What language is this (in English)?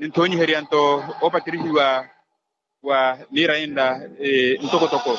Makhuwa